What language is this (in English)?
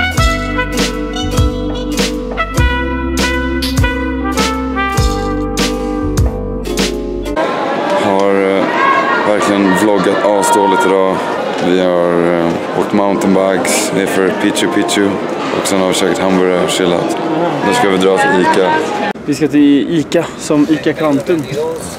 Swedish